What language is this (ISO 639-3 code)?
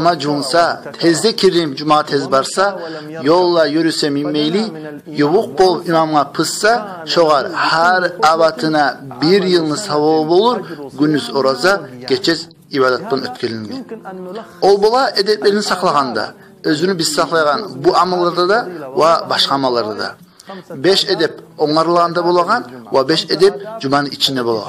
kum